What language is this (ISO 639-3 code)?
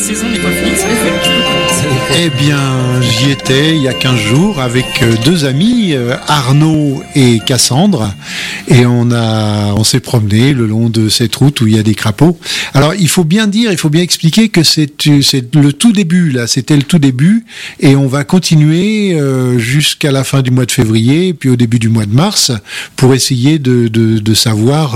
fra